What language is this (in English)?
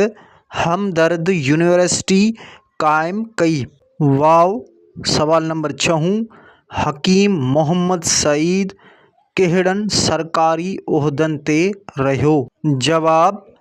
Sindhi